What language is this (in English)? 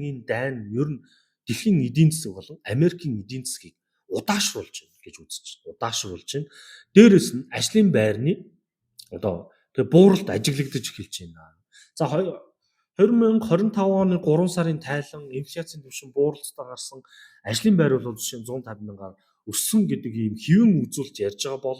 Mongolian